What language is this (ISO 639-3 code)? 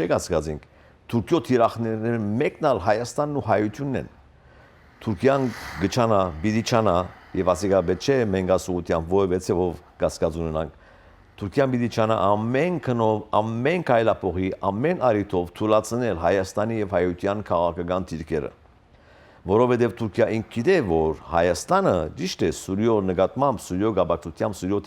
hyw